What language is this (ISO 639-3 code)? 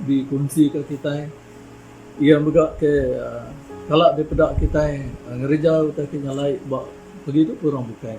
iba